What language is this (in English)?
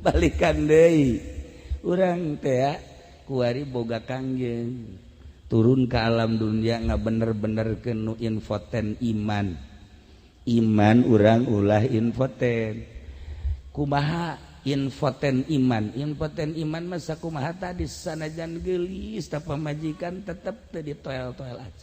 Sundanese